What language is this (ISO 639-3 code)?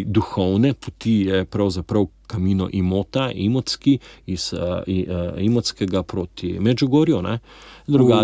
slv